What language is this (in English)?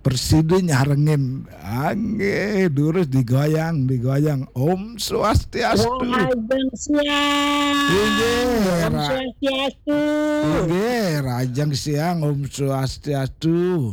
Balinese